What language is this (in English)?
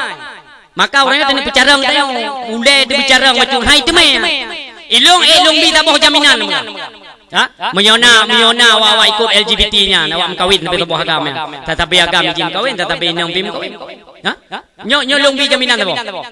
Achinese